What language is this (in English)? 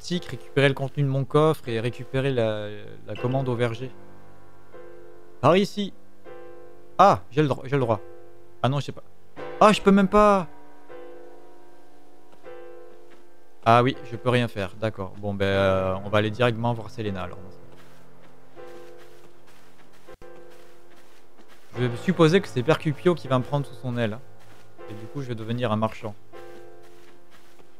French